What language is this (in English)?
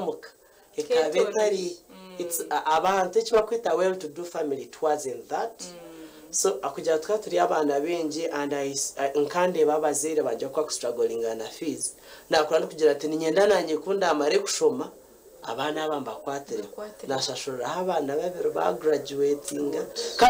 Nyankole